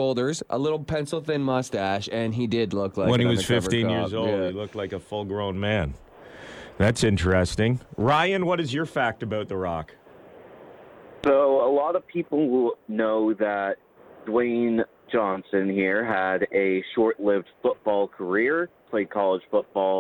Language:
English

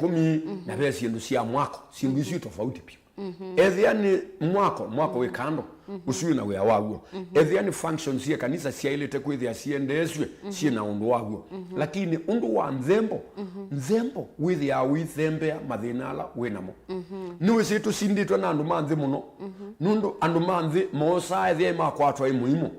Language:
Kamba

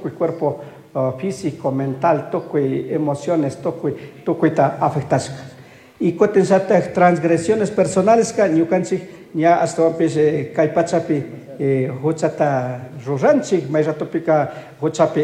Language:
Chimborazo Highland Quichua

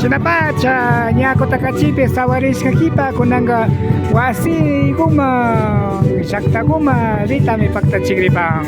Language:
Imbabura Highland Quichua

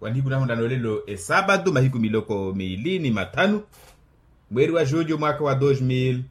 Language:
Makhuwa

